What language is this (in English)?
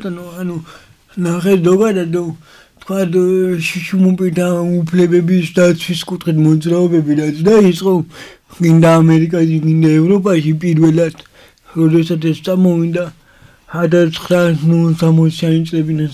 Georgian